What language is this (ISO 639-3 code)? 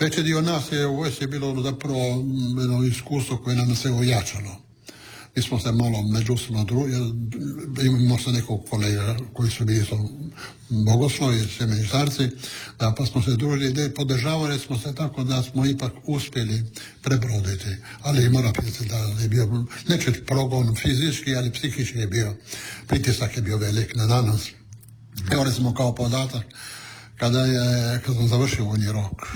hrv